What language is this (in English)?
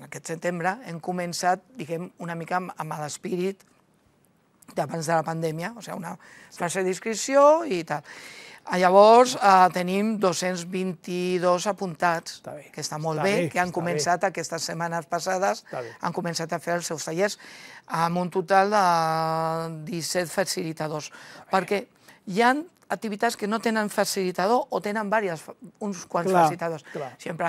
Catalan